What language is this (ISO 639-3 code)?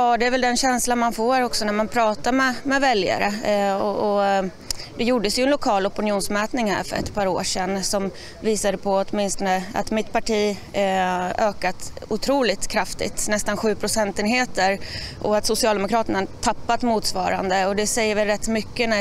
swe